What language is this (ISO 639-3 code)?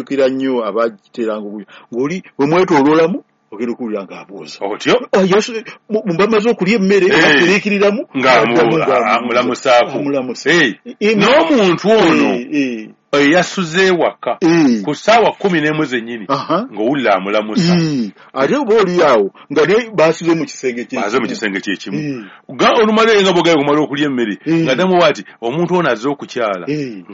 lug